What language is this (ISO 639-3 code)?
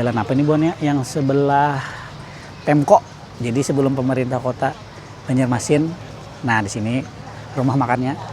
bjn